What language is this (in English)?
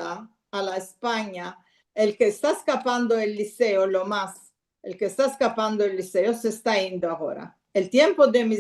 Ladino